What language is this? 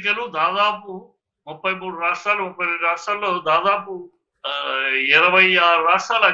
Telugu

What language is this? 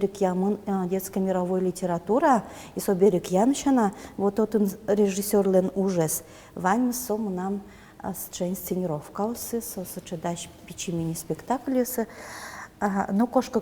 Udmurt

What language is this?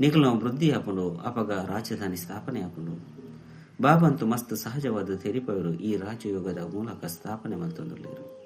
Tulu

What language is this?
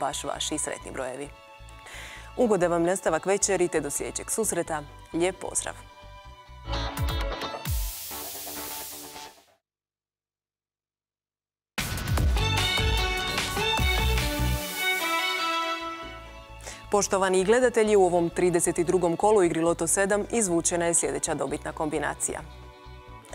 Croatian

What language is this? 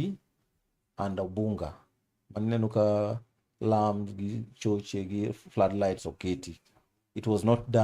Luo (Kenya and Tanzania)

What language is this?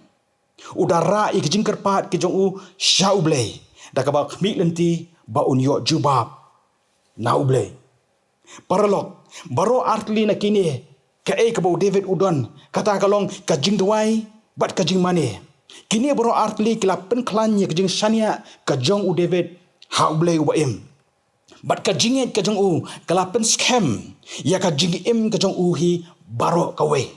Khasi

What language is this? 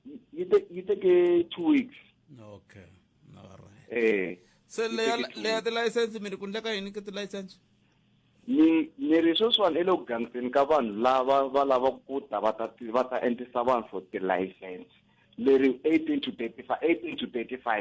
Tsonga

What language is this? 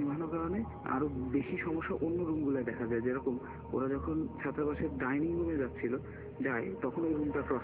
Bangla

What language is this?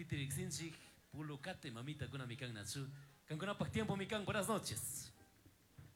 Chimborazo Highland Quichua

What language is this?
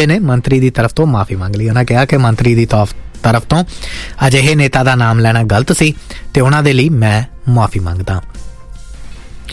Punjabi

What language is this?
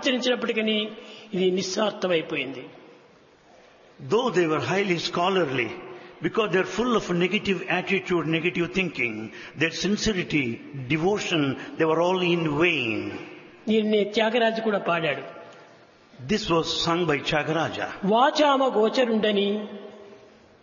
Telugu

